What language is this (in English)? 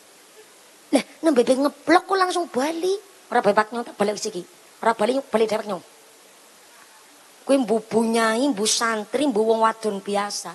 Javanese